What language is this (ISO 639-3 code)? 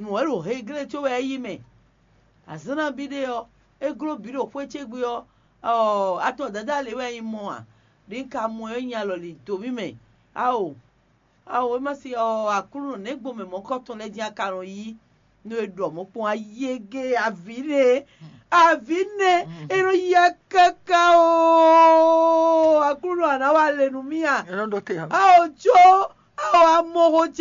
fon